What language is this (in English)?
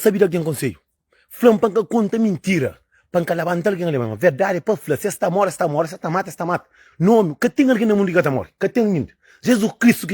Kabuverdianu